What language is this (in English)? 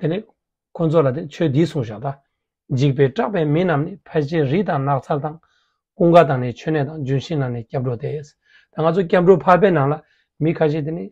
Tibetan